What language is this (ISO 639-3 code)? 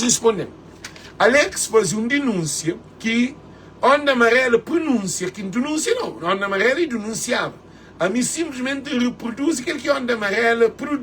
kea